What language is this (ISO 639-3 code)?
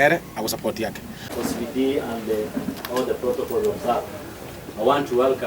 guz